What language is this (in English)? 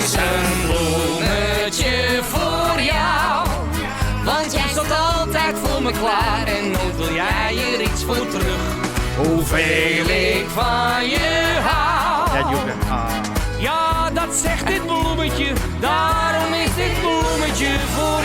Western Frisian